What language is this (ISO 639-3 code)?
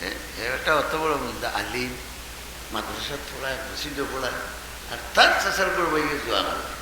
syl